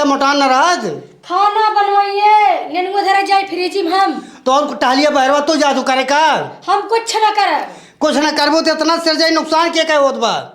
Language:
Awadhi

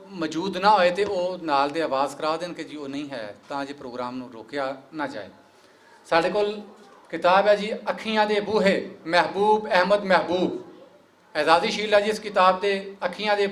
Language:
Western Panjabi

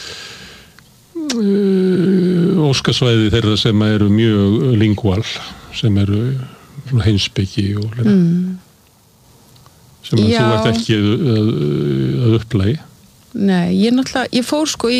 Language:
Icelandic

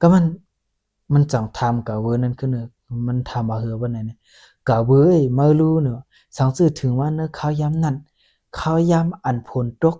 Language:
Shan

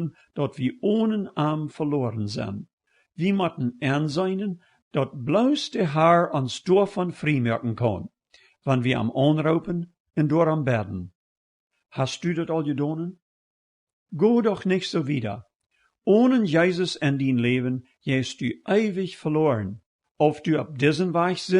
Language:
Plautdietsch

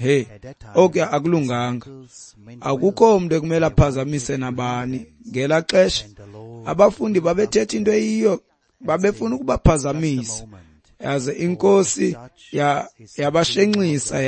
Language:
Xhosa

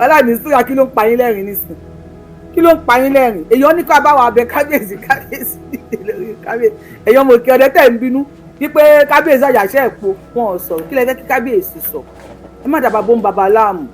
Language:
Yoruba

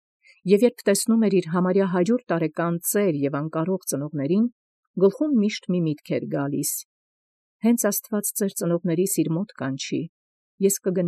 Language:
Armenian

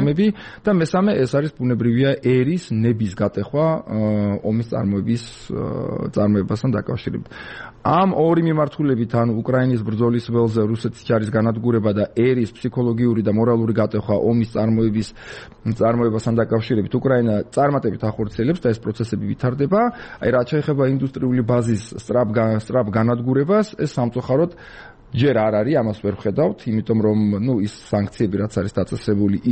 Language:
Georgian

